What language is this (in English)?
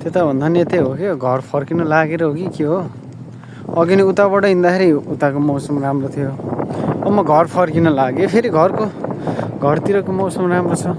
Nepali